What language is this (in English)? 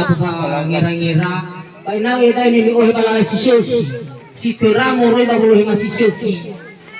Nias